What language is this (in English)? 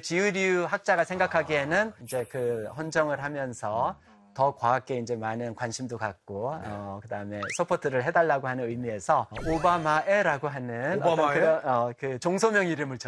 Korean